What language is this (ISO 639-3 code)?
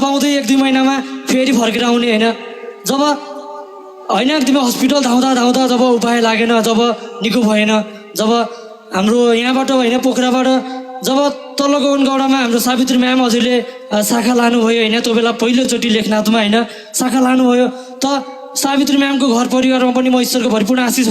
nep